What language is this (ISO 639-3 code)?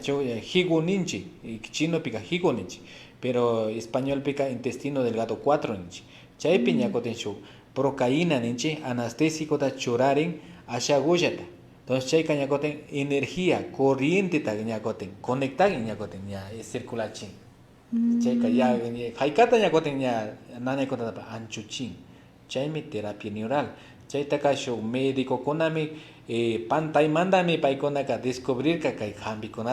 qvi